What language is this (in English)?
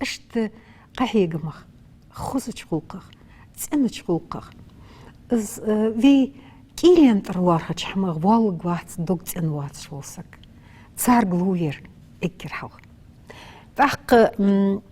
Ingush